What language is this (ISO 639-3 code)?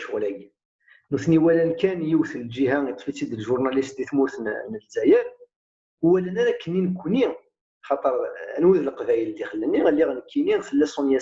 kab